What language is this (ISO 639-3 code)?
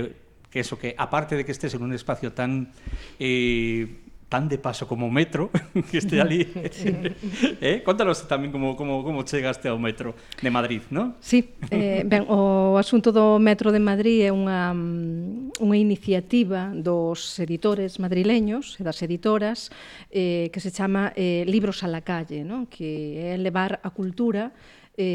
glg